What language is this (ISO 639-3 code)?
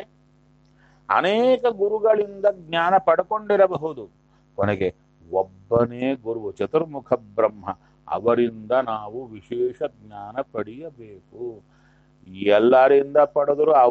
kan